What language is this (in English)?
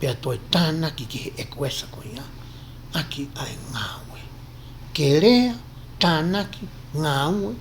Tongan